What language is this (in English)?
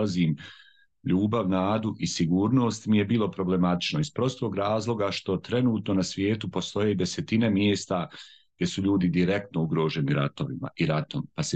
Bosnian